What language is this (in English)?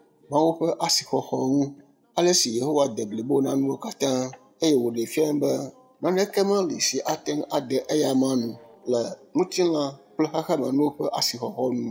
Ewe